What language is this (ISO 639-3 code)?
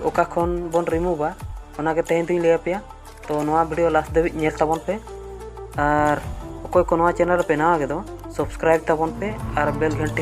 sat